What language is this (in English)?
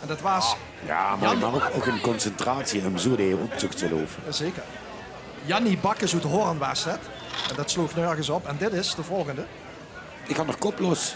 Limburgish